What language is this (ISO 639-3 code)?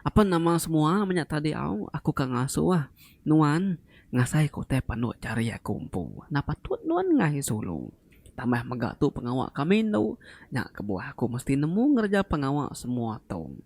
iba